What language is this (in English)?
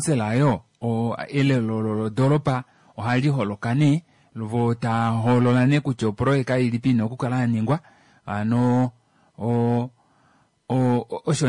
Kuanyama